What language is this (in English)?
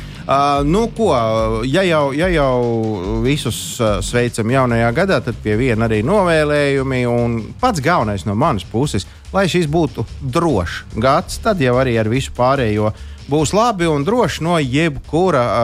Latvian